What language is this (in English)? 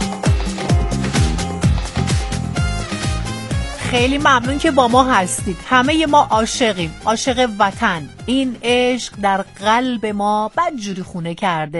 Persian